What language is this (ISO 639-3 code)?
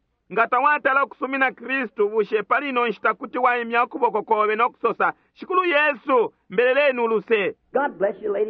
bem